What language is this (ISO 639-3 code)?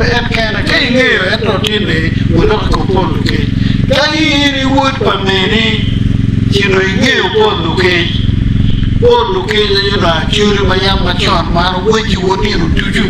ach